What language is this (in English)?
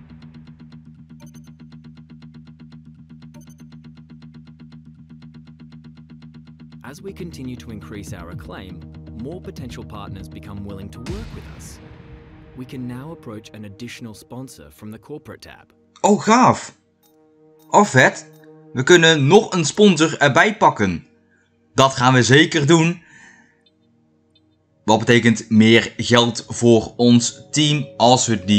Dutch